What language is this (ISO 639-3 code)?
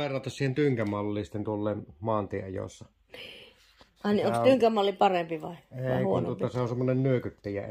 fin